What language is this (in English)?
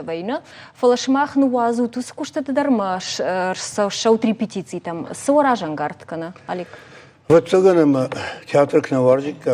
Ossetic